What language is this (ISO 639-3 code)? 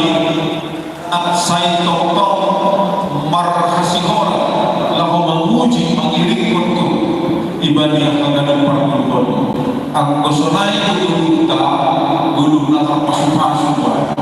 bts